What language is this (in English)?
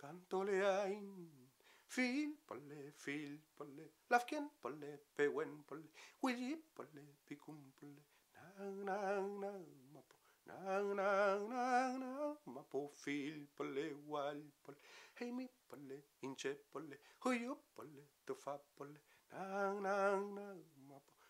Mapuche